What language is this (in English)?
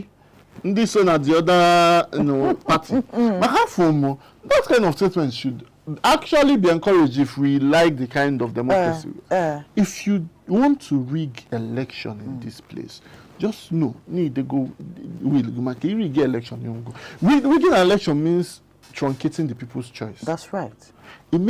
Igbo